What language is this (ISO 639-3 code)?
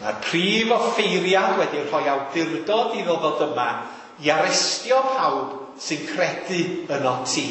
cym